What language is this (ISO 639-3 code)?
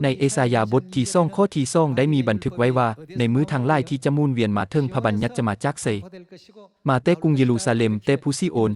lao